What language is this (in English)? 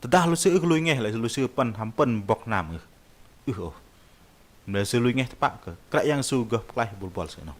Bahnar